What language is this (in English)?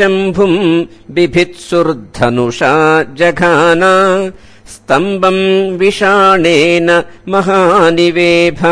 Sanskrit